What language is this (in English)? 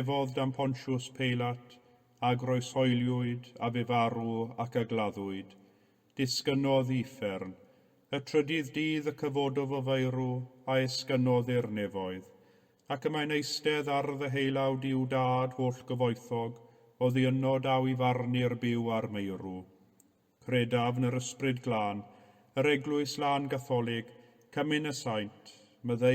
Welsh